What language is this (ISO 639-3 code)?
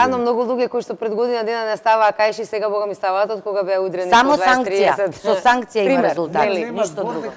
mkd